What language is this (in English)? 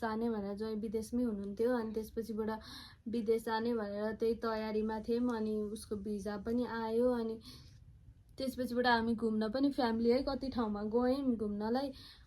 Nepali